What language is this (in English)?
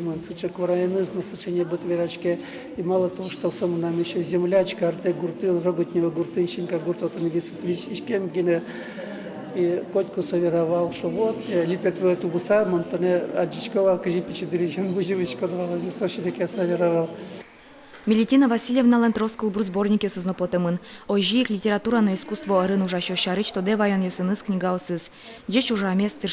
Udmurt